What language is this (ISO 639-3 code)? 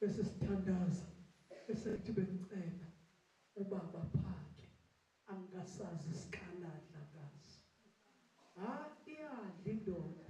zul